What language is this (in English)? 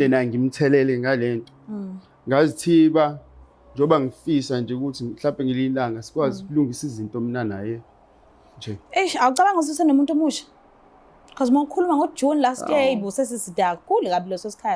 Zulu